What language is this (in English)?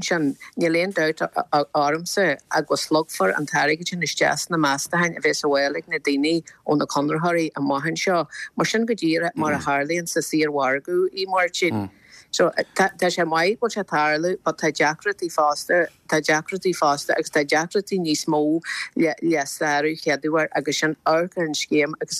Irish